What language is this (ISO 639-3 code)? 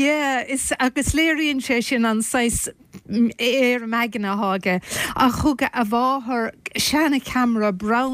gle